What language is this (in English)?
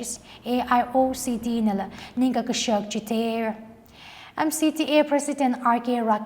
Tangkhul Naga (India)